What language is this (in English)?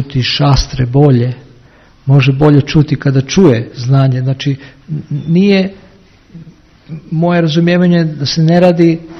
Croatian